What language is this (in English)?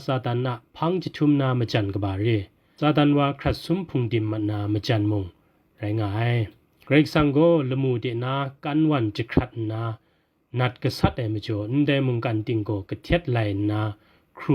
Kachin